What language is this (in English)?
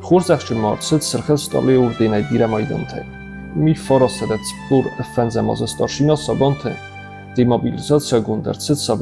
Ossetic